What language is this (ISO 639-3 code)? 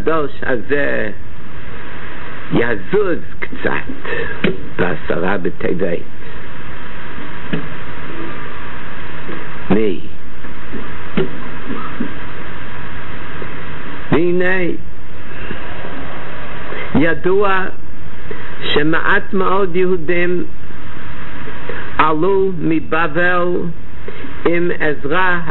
heb